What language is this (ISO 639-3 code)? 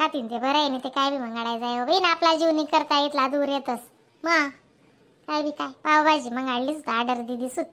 khn